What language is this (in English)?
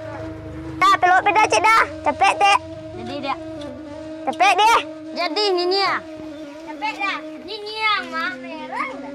Minangkabau